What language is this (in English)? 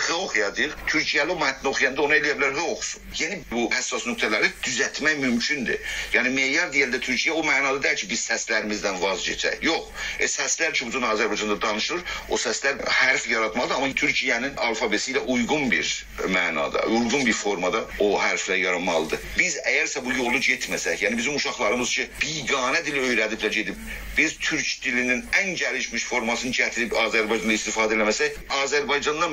South Azerbaijani